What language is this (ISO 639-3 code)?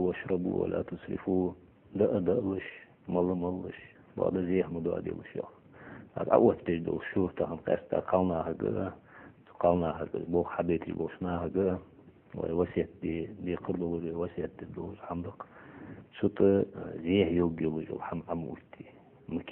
inh